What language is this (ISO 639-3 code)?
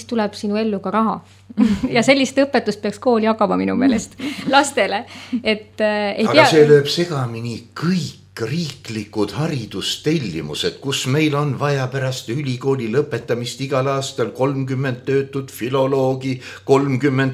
est